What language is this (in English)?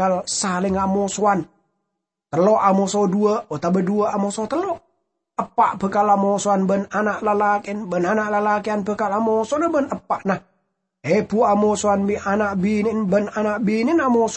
Madurese